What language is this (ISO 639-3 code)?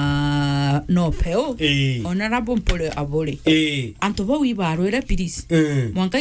mer